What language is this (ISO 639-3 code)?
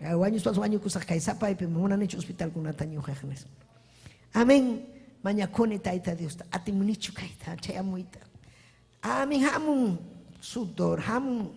quy